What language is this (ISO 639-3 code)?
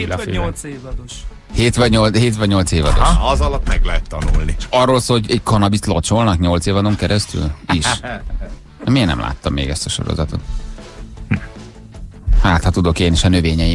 hun